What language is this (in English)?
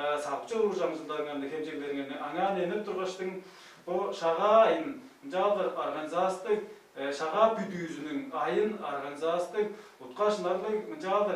Tuvinian